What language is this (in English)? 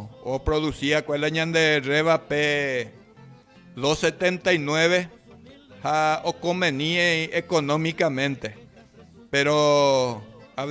Guarani